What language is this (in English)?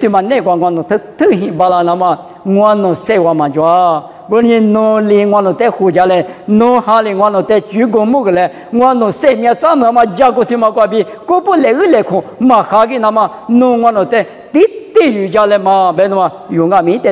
Lisu